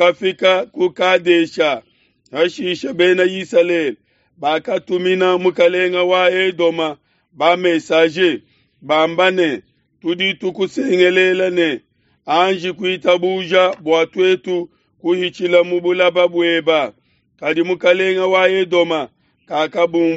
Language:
Luba-Lulua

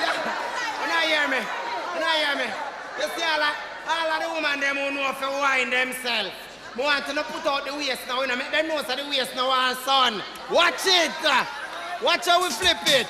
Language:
Jamaican Creole English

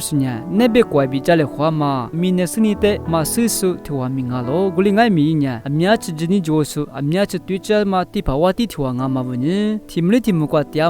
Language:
Lisu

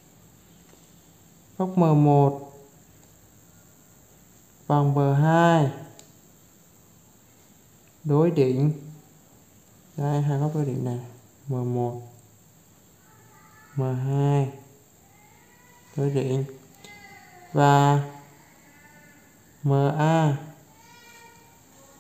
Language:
Vietnamese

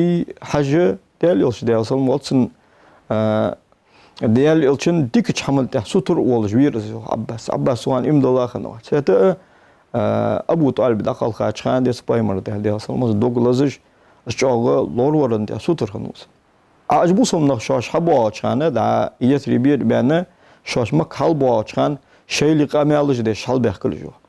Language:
Ingush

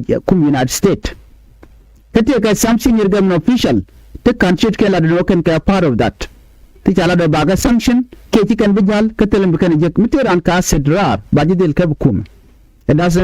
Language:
Nuer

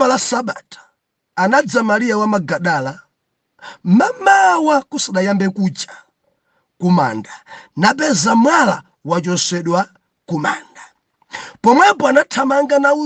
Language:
Nyanja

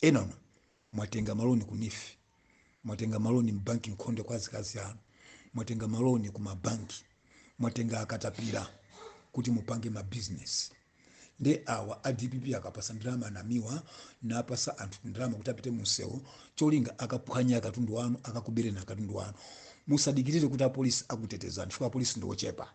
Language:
Nyanja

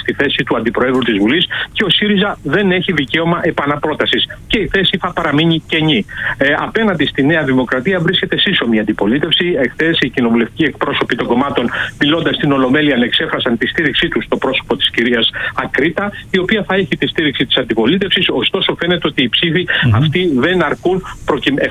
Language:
Greek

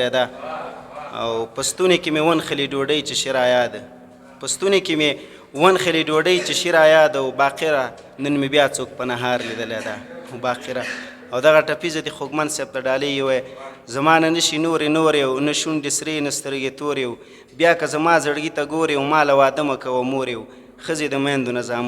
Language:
Pashto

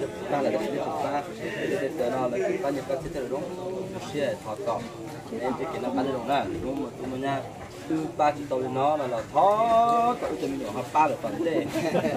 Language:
Hmong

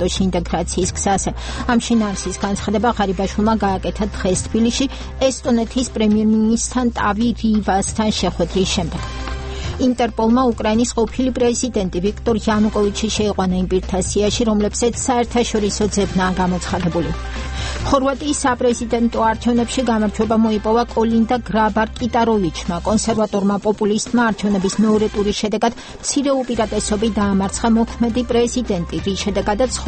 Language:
Georgian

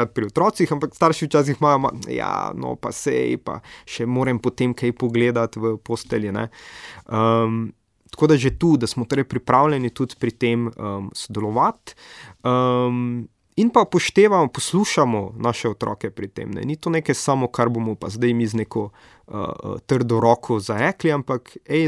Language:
Slovenian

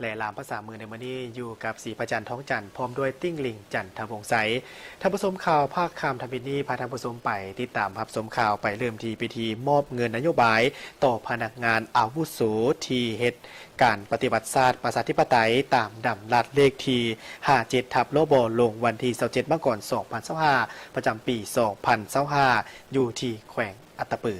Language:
Lao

